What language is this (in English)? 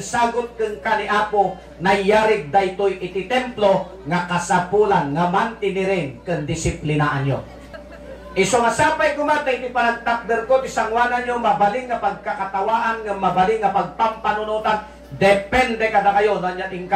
Iloko